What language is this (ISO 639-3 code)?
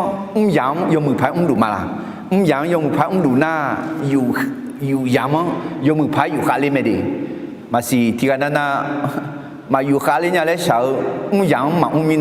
ahk